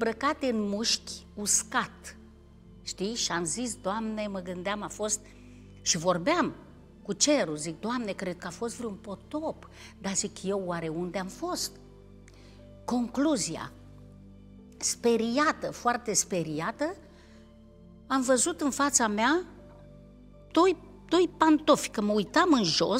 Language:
Romanian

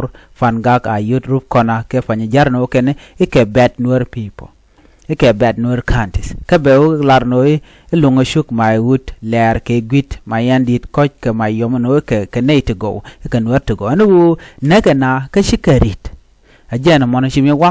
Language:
Nuer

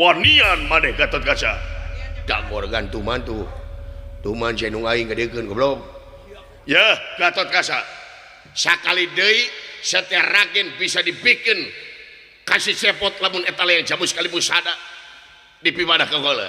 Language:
Sundanese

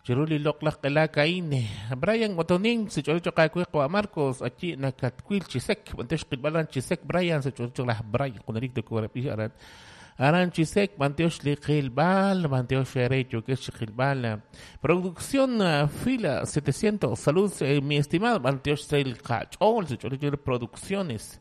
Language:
Kekchí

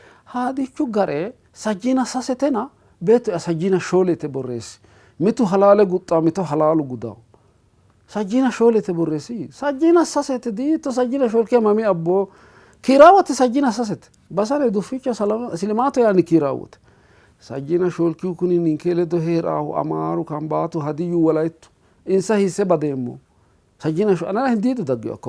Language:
Sidamo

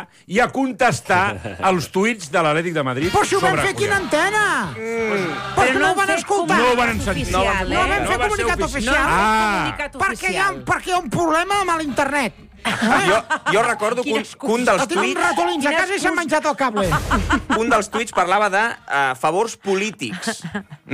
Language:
Catalan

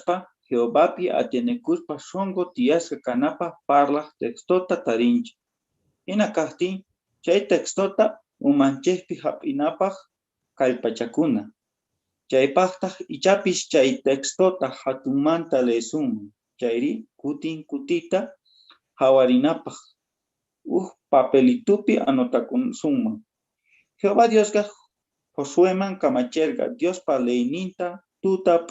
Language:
South Bolivian Quechua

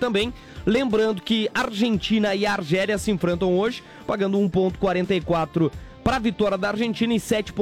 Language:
Portuguese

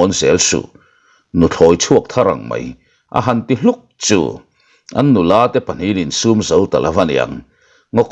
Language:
Mizo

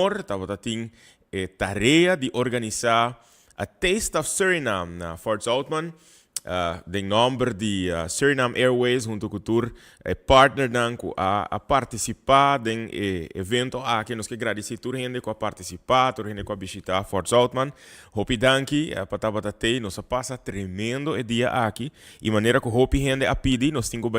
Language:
Papiamento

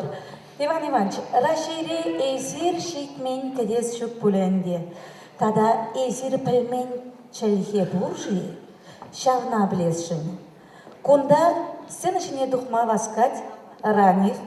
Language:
Chuvash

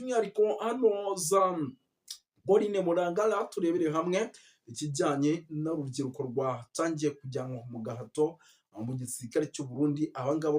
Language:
Kinyarwanda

